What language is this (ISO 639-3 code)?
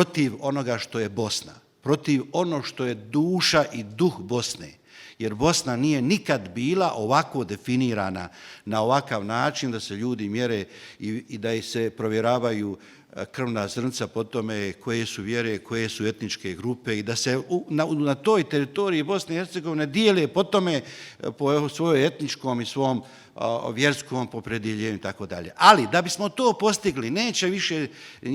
bos